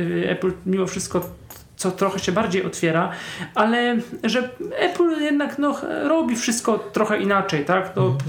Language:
Polish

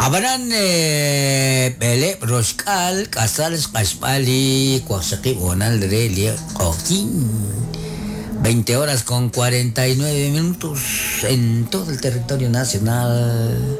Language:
Kekchí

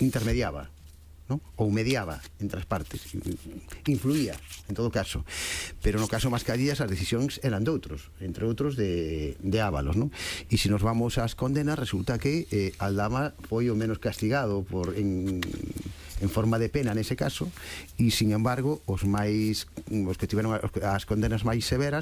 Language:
Galician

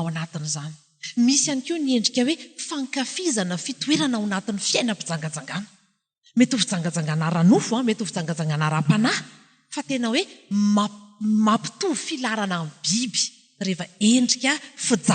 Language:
Malagasy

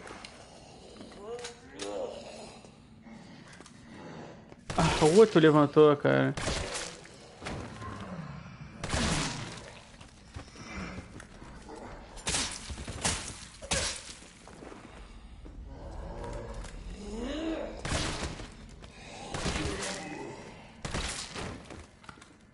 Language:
Portuguese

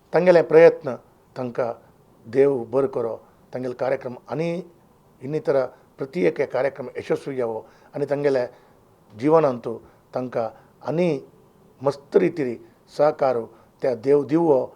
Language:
Konkani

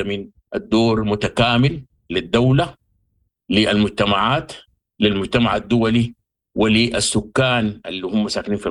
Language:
Sudanese Arabic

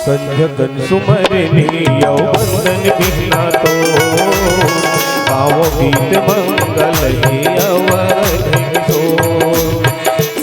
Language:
Chhattisgarhi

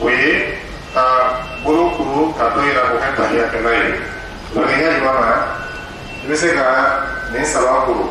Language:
Dyula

